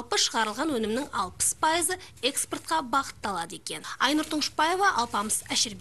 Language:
Kazakh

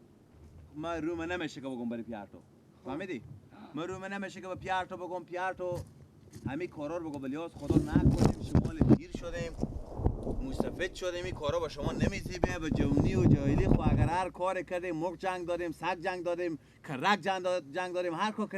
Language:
Persian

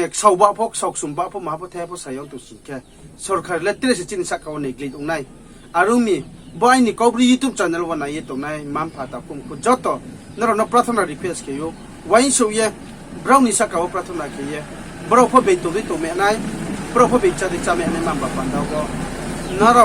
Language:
Riang (India)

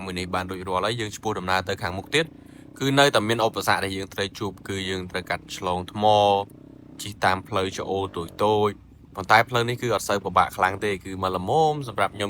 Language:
Khmer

